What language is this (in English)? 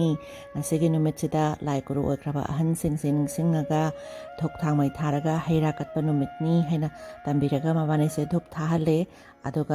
Manipuri